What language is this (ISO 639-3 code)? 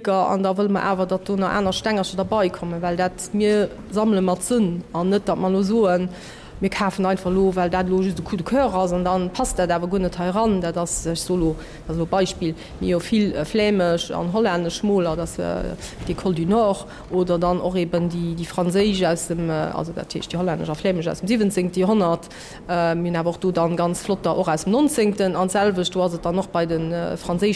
ltz